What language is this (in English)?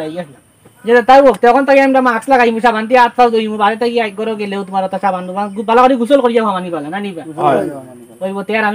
Sylheti